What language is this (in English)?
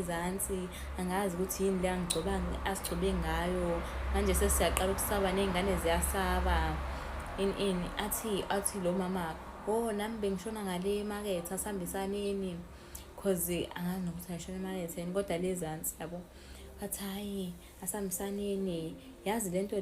Zulu